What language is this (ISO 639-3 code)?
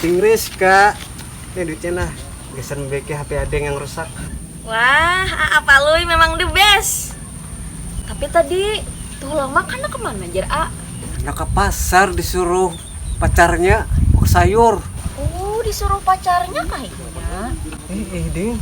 bjn